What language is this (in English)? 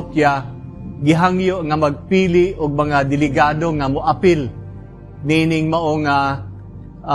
Cebuano